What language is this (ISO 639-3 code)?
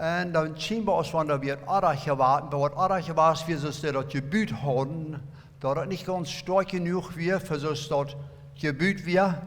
pdt